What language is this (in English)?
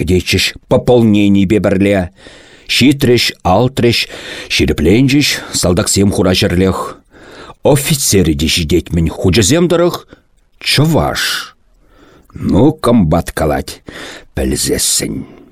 Chuvash